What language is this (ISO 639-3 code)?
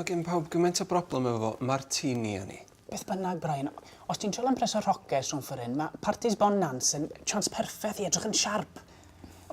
cym